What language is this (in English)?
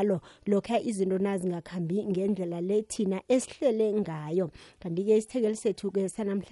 Xhosa